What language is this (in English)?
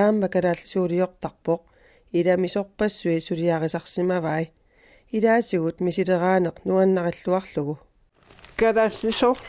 Kalaallisut